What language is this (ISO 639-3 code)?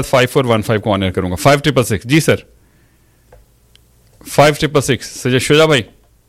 urd